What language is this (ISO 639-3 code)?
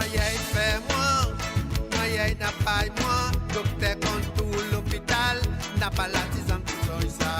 mfe